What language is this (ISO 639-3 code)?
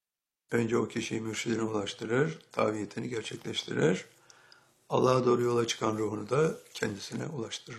tur